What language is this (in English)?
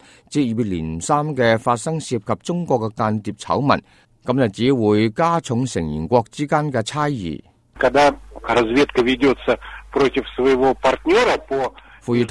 Cantonese